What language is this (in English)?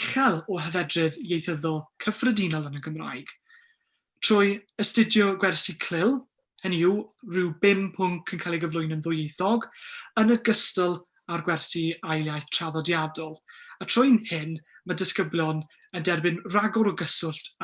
Welsh